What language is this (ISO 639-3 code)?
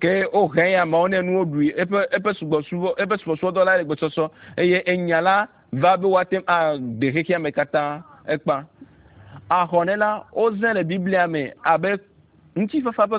ewe